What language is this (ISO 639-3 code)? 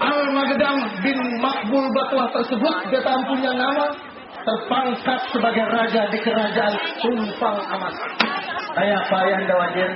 bjn